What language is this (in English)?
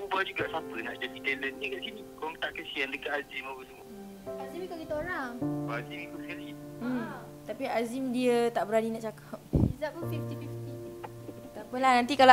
Malay